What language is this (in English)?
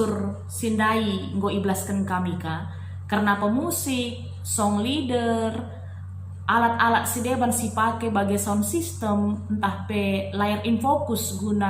Batak Karo